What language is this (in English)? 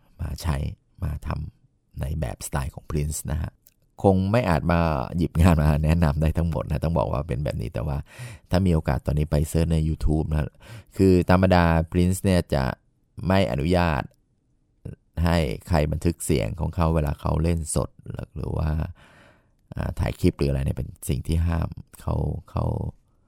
Thai